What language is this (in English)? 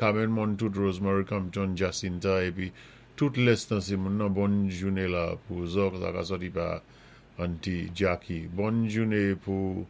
Saint Lucian Creole French